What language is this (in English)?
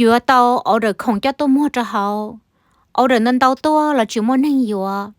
Hmong